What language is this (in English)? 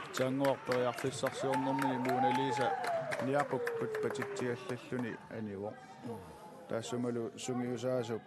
Kalaallisut